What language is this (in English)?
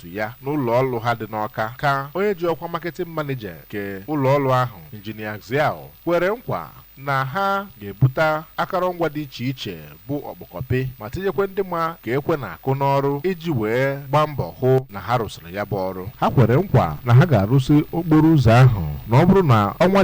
Igbo